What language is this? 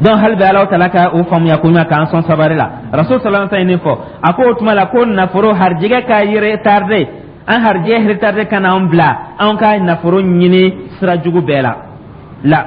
Dyula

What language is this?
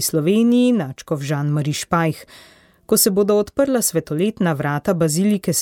Slovenian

